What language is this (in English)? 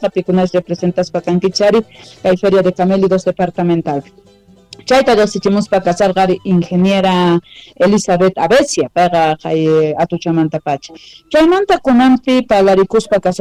Quechua